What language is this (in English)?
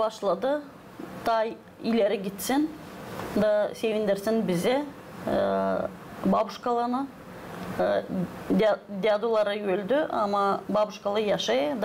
Gagauz